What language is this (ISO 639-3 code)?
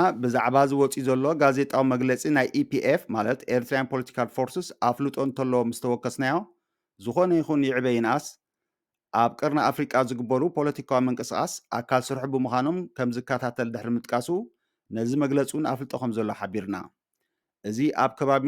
tir